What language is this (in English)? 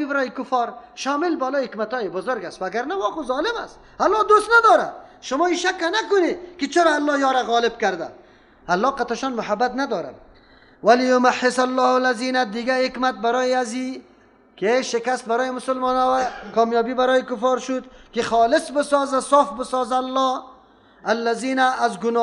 Persian